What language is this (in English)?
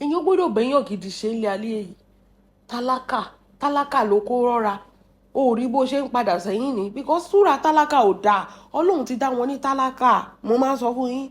Yoruba